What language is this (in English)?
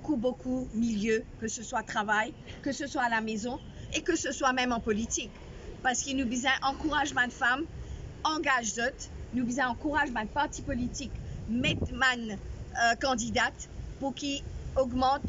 Morisyen